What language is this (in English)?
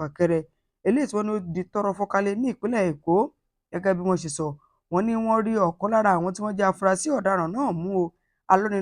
Yoruba